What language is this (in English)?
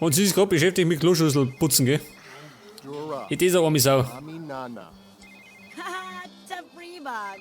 Bavarian